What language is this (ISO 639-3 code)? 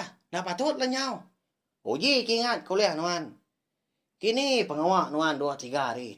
iba